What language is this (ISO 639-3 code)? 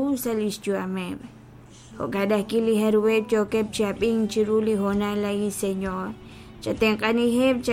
kek